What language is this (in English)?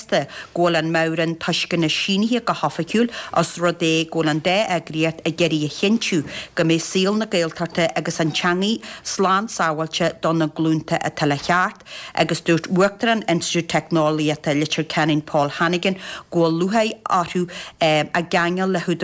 Irish